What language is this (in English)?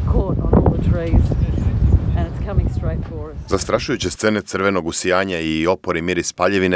Serbian